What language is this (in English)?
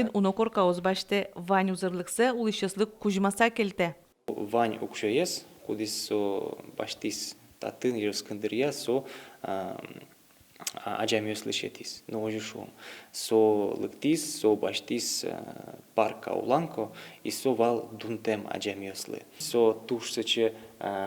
Udmurt